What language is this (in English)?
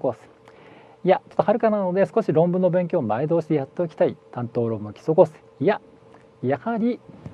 Japanese